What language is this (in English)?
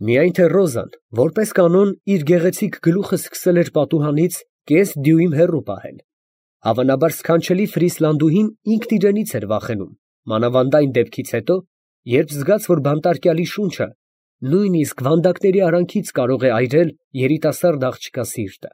Armenian